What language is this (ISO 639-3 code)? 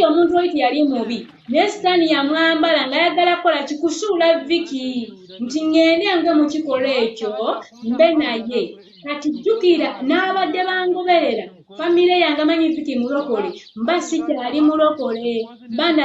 lug